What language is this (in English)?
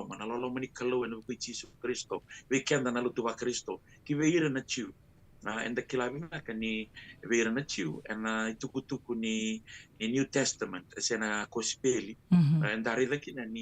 Fijian